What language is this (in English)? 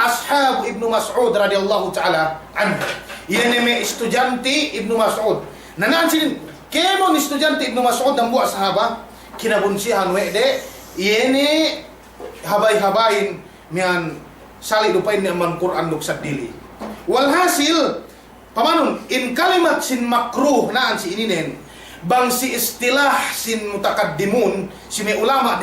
Yakan